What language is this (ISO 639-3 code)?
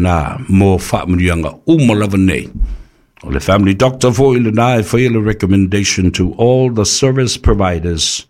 smo